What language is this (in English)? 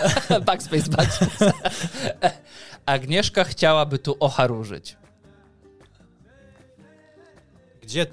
Polish